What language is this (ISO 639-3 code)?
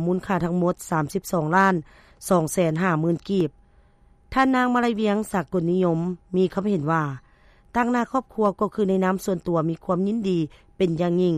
lao